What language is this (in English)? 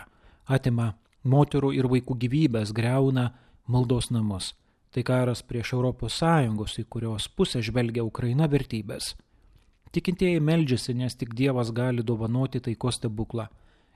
Lithuanian